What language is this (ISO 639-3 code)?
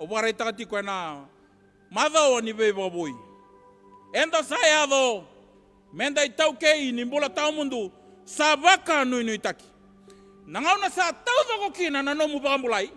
fij